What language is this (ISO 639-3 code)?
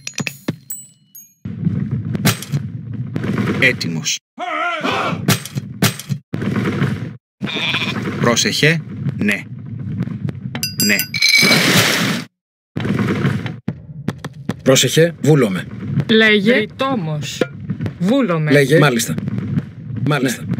ell